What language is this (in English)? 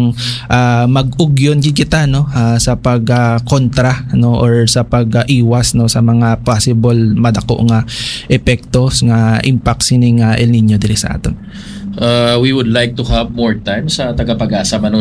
Hiligaynon